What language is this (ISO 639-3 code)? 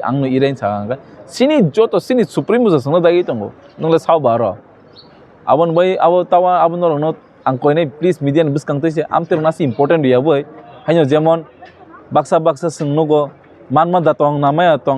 trp